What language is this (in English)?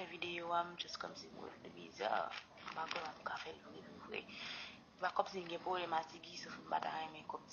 Haitian Creole